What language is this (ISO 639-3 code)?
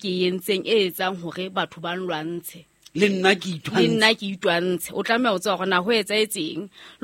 sot